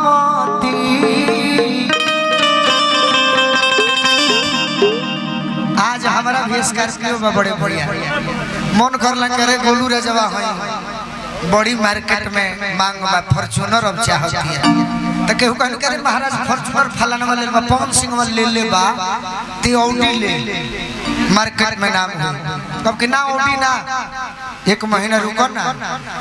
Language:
Bhojpuri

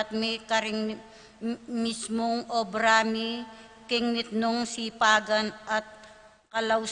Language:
Pampanga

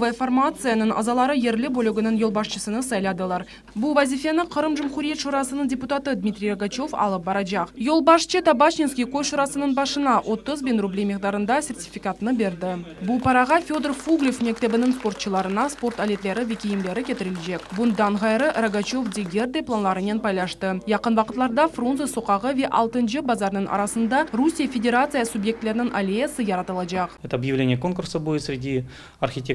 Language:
Crimean Tatar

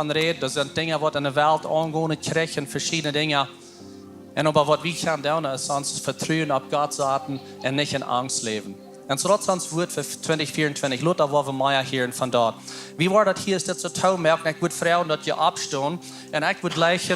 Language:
Plautdietsch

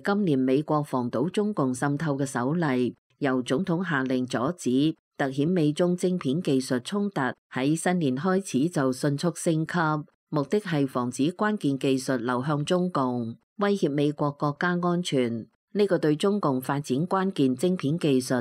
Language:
Cantonese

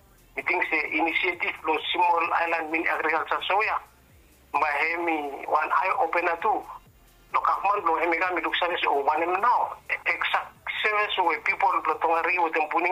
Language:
Bislama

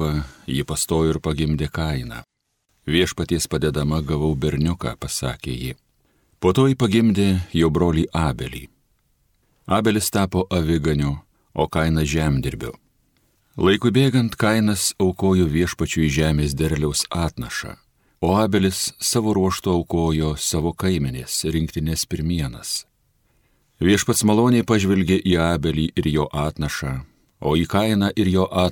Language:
Lithuanian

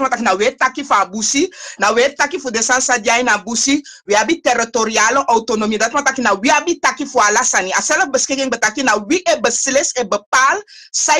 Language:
Sranan Tongo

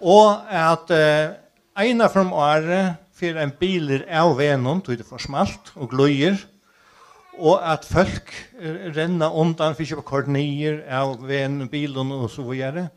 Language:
Faroese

